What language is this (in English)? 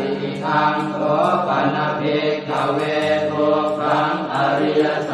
Pali